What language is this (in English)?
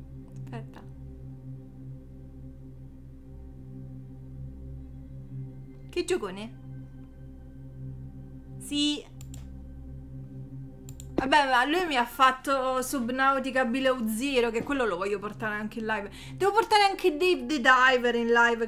Italian